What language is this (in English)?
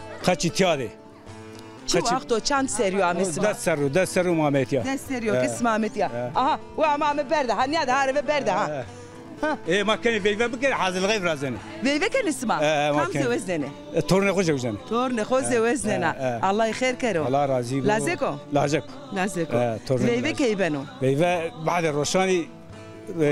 Zaza